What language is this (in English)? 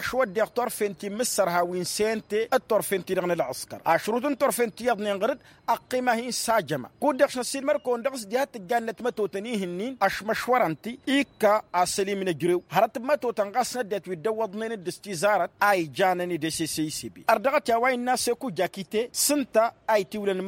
Tamasheq